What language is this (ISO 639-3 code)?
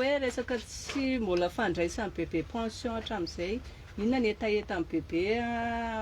mlg